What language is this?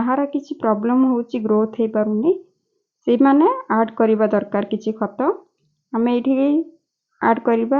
Odia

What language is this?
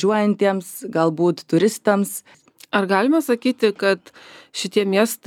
Lithuanian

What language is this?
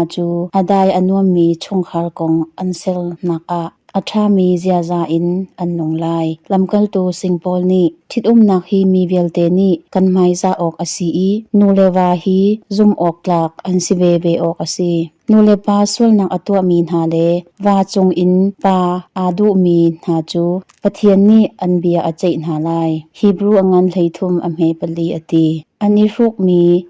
Hakha Chin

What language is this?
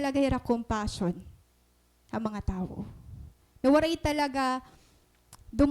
Waray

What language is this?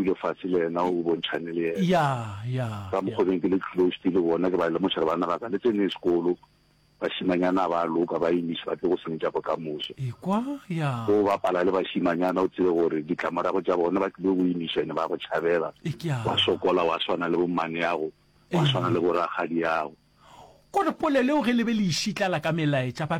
Northern Sotho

